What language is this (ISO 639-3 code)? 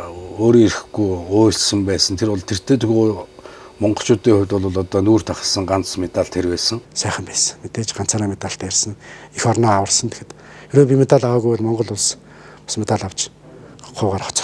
mon